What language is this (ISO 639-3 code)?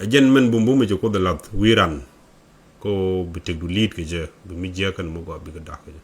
nus